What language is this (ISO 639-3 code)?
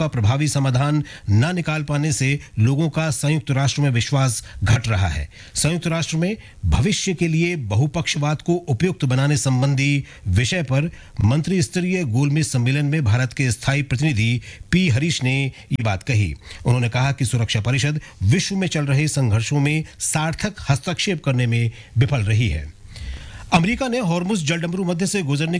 hin